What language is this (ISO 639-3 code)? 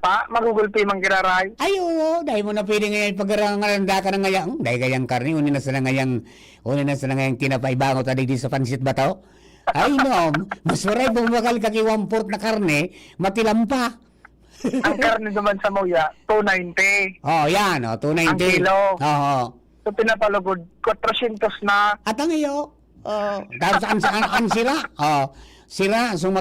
bik